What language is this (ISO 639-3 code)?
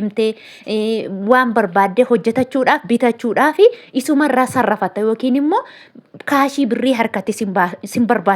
orm